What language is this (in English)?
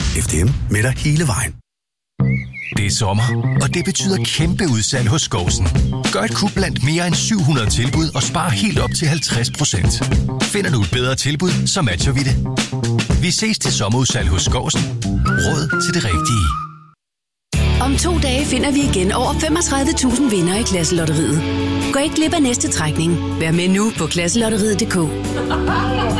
Danish